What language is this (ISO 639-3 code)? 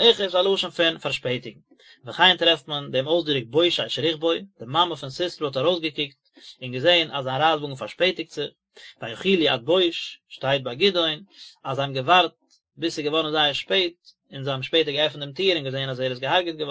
yid